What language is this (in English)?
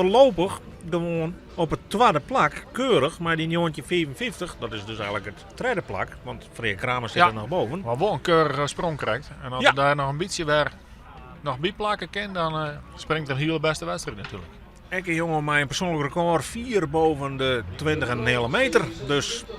Western Frisian